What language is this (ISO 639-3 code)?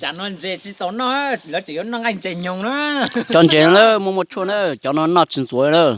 hmn